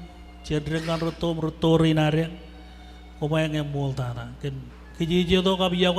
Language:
Marshallese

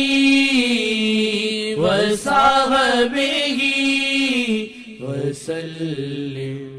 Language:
Urdu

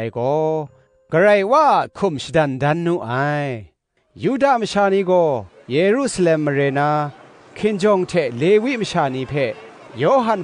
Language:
Kachin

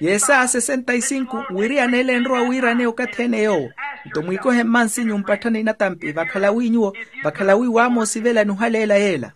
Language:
Makhuwa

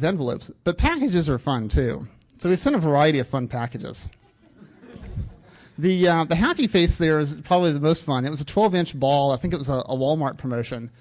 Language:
English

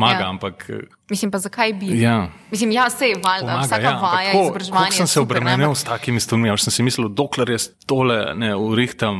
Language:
Slovenian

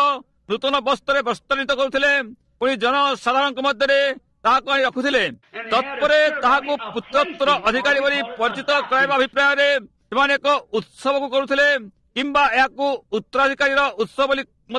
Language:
Odia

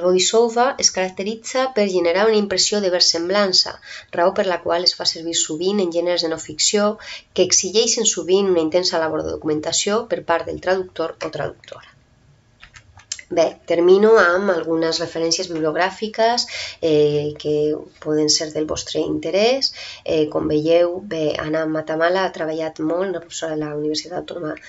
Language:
Catalan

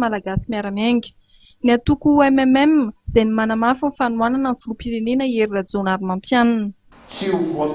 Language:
Malagasy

